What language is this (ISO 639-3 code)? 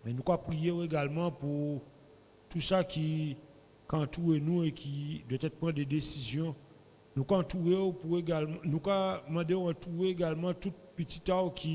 gcf